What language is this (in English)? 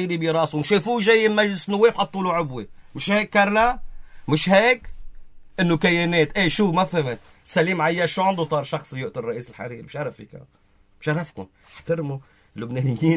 North Levantine Arabic